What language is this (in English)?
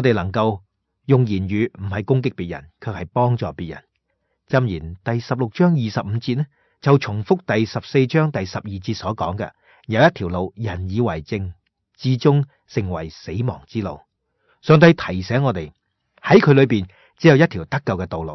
Cantonese